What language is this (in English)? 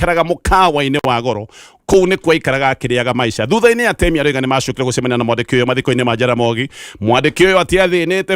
Kikuyu